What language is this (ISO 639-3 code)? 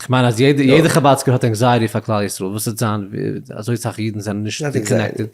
yid